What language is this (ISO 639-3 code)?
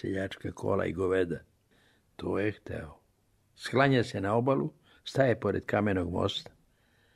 srp